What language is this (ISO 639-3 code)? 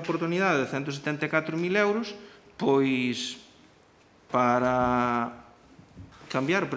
glg